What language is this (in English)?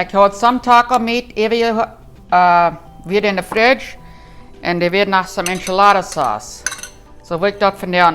Plautdietsch